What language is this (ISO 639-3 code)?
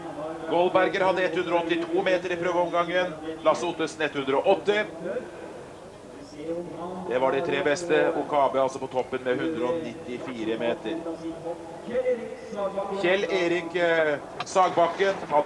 nor